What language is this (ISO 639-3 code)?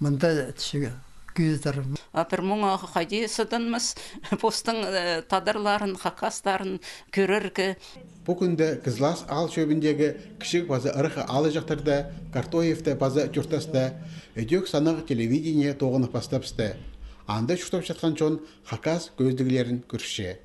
kjh